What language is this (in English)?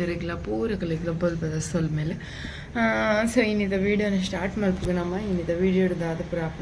Tulu